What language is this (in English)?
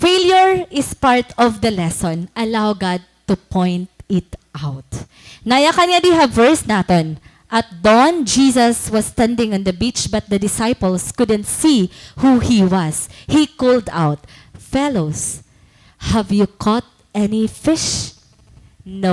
Waray